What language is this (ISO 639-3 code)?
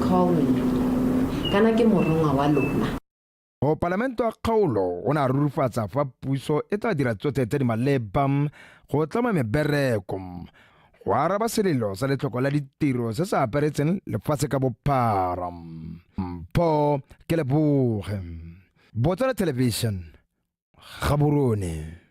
tsn